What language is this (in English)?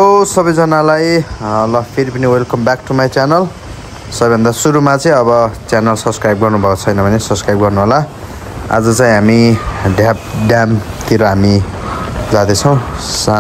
Nepali